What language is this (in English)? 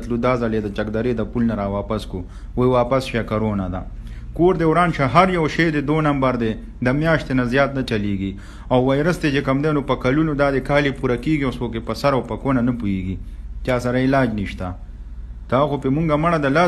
Pashto